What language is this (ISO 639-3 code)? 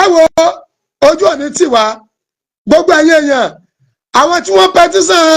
yor